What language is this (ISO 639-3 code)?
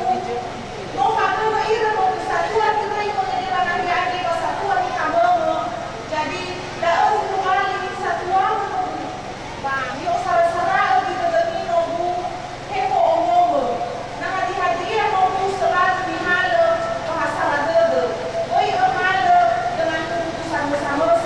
nia